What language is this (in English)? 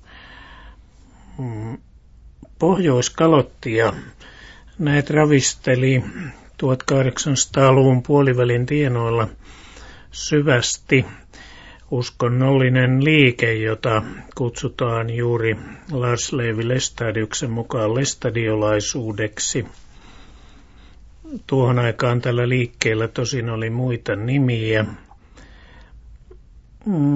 Finnish